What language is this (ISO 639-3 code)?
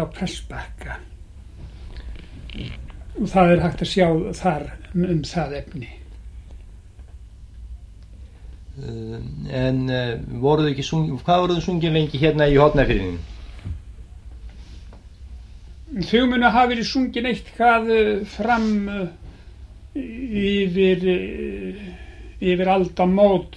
isl